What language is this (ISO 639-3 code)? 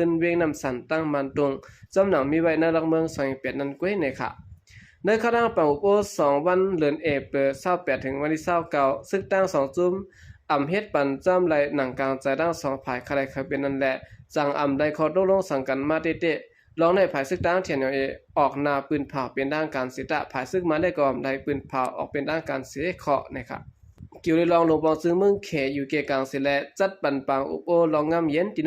shn